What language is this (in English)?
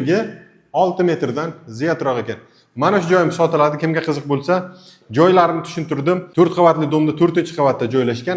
Uzbek